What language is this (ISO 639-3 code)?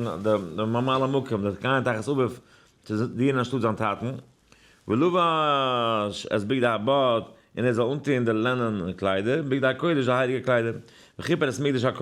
yid